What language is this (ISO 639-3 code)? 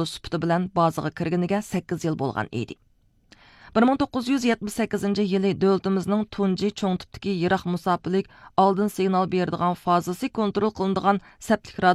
uig